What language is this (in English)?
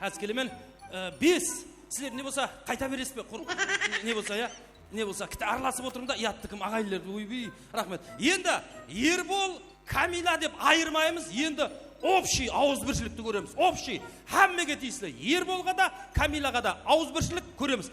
Kara-Kalpak